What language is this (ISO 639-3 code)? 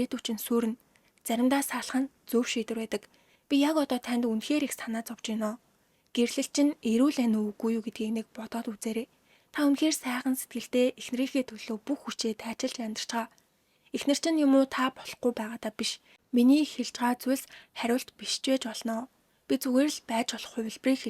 mon